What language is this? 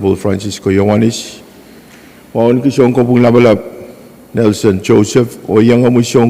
Pohnpeian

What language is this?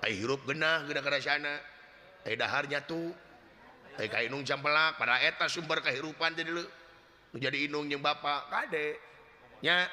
Sundanese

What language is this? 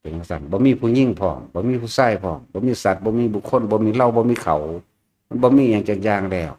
Northeastern Thai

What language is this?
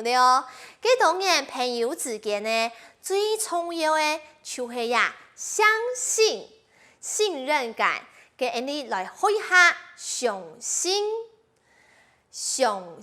Hakka Chinese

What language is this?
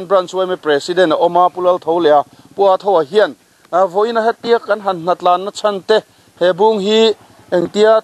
Mizo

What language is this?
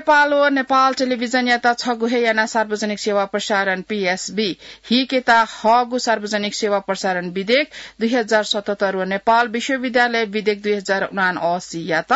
Newari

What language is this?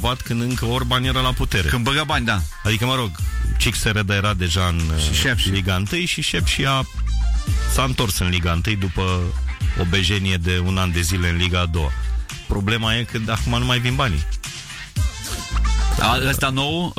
Romanian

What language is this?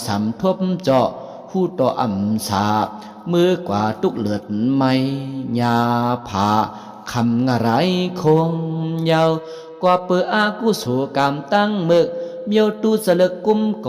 Shan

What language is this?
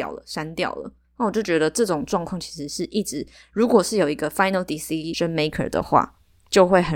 Chinese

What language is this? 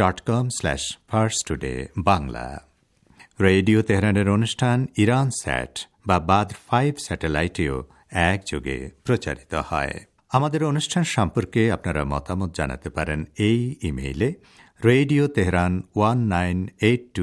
Bangla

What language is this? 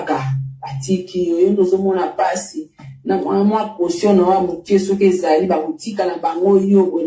Lingala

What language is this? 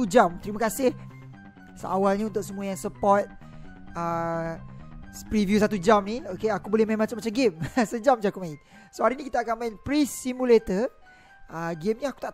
Malay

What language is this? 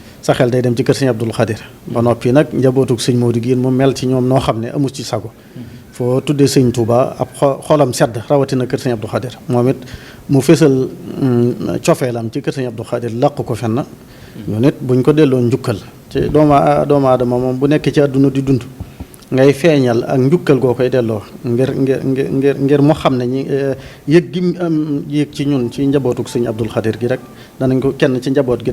Wolof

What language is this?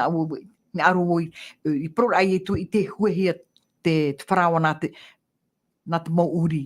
Tahitian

